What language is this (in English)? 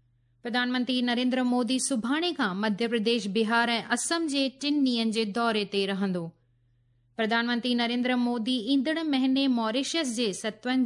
Sindhi